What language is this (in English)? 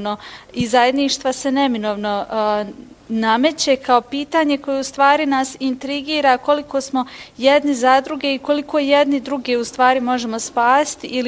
Bosnian